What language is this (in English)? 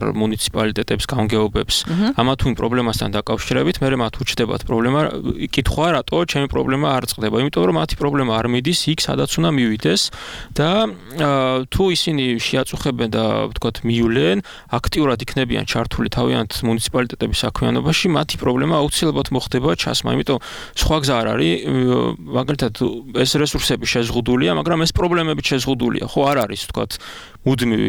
Georgian